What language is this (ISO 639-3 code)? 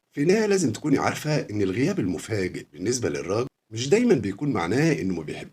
arz